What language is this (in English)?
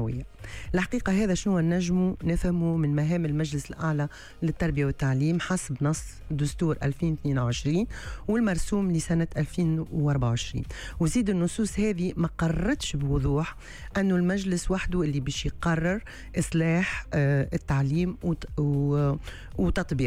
Tunisian Arabic